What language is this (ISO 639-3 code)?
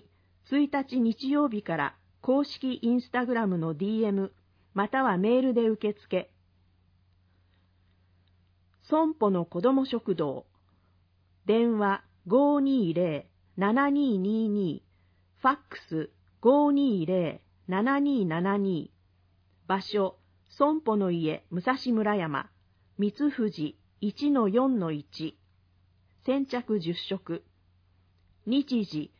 jpn